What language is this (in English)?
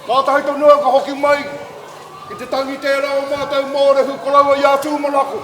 Māori